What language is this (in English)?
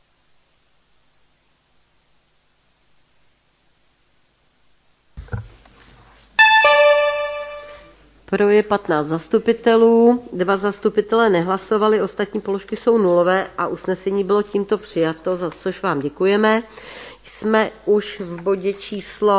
Czech